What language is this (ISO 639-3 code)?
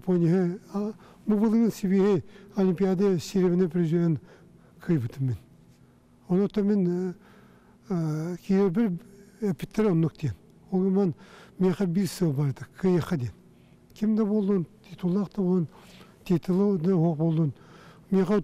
sah